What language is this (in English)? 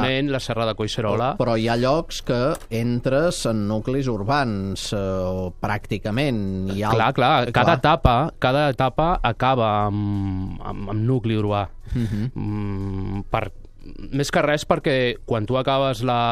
Catalan